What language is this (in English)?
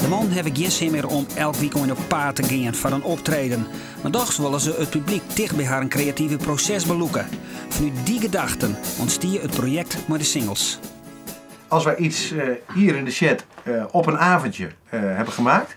Western Frisian